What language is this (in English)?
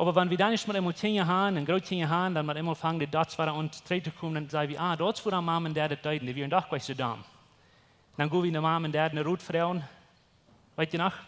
Plautdietsch